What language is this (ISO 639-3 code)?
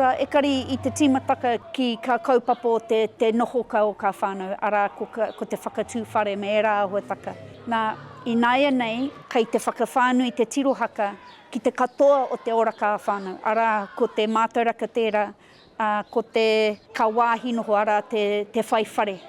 mri